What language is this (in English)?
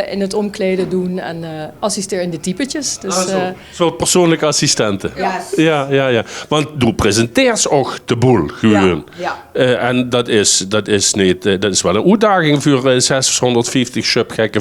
Limburgish